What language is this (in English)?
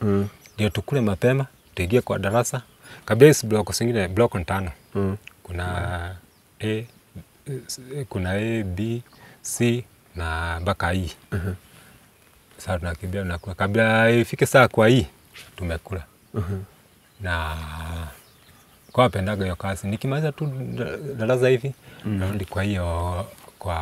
Swahili